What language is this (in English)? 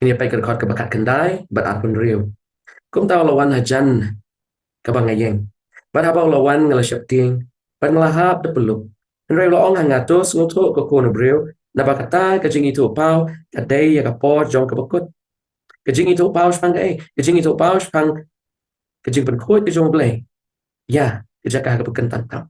Khasi